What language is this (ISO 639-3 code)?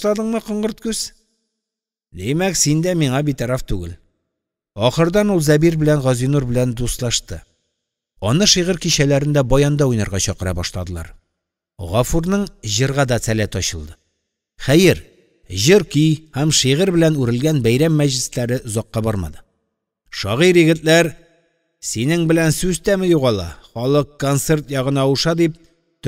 tat